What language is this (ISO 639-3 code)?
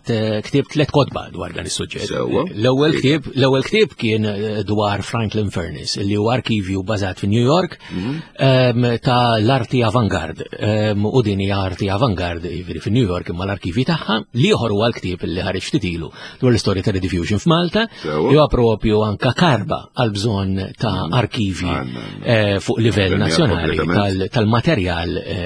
mlt